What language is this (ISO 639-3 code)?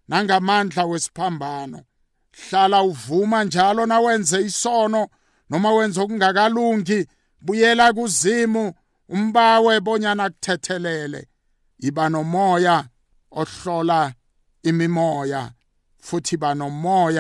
nbl